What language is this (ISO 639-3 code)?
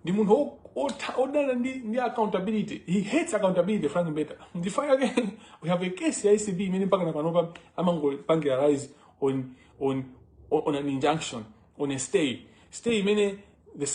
nya